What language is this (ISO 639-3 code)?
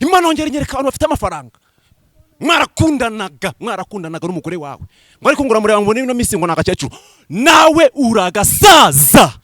kin